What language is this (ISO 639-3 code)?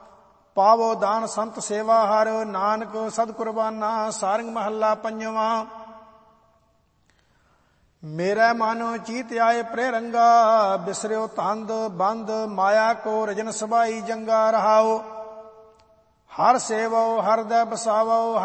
pan